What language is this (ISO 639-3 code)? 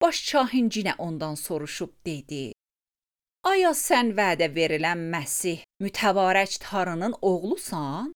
aze